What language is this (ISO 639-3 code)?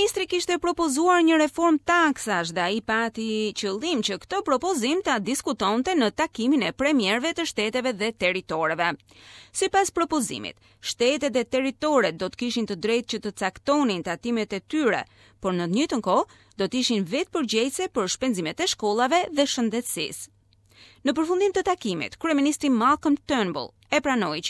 sqi